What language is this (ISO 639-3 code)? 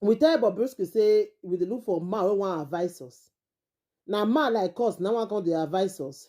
pcm